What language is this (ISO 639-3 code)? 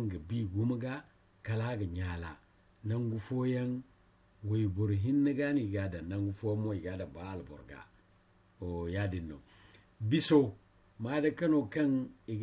dje